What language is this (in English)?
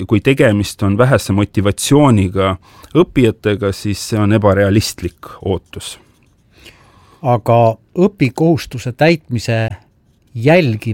Estonian